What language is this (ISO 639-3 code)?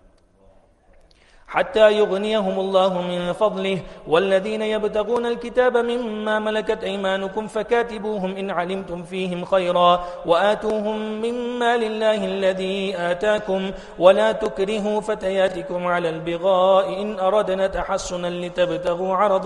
ara